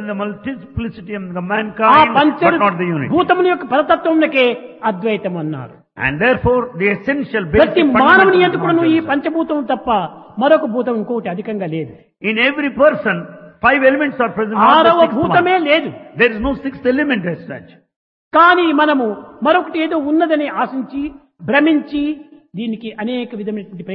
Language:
Telugu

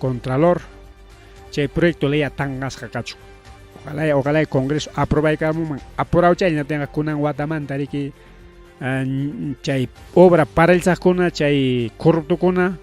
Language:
Ayacucho Quechua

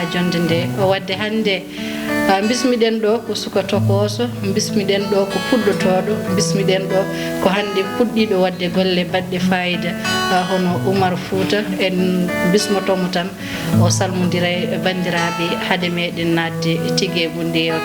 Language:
Fula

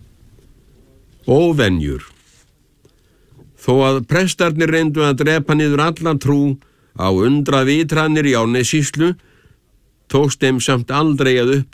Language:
Icelandic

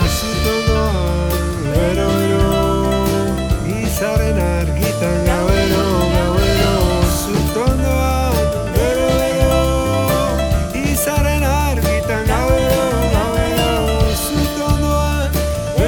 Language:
Basque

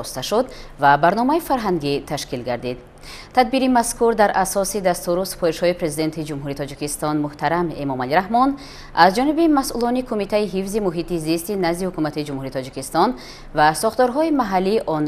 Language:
Tajik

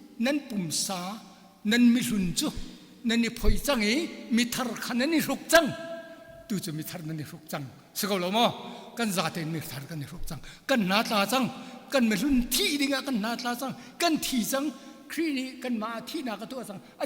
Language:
Hakha Chin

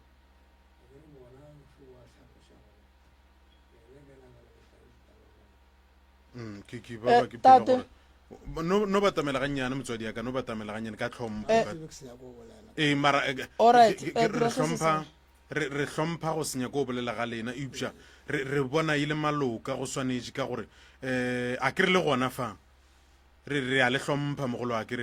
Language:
Northern Sotho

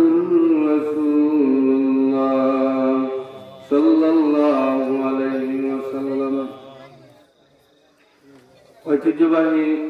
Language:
Bangla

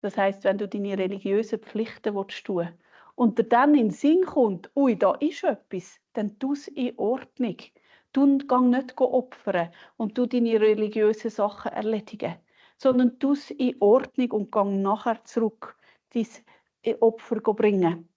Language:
Swiss German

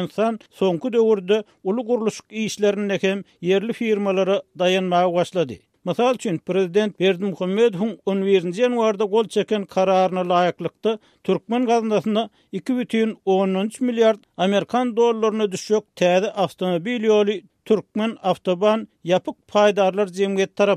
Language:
Turkmen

